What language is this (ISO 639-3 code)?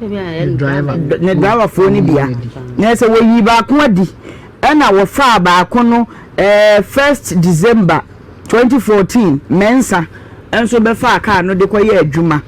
aka